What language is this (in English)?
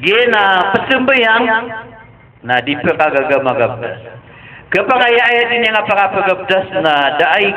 Maranao